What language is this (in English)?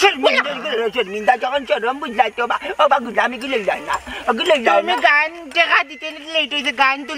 Sylheti